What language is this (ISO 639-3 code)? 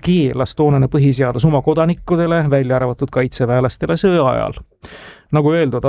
est